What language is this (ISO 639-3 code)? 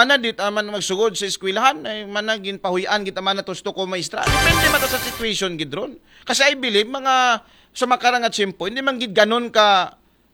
akl